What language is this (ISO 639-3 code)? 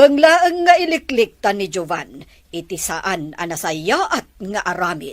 ilo